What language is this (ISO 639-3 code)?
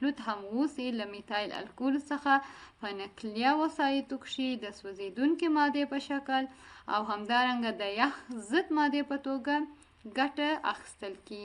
pus